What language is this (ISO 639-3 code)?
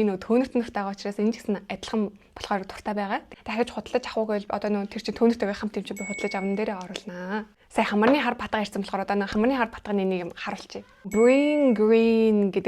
mon